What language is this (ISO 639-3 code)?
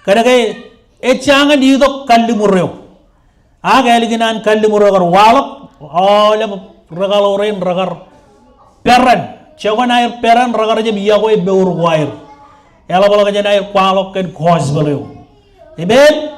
mah